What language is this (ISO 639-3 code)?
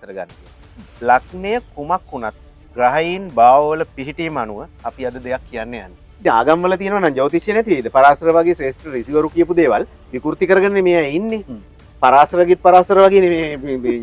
sin